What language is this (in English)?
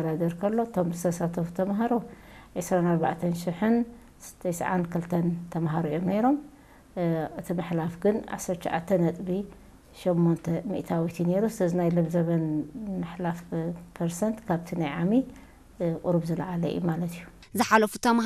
Tigrinya